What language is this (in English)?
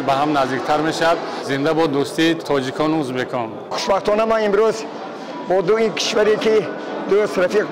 Tajik